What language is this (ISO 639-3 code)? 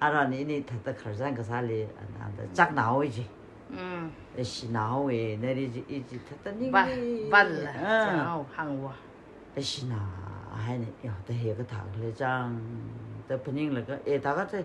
nmf